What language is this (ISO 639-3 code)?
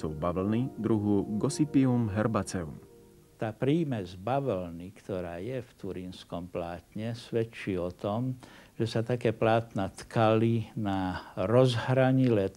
slk